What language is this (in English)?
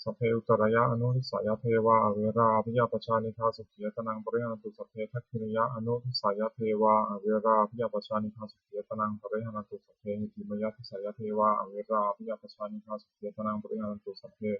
Pali